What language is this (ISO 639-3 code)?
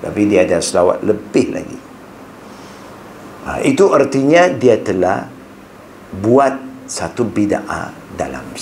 msa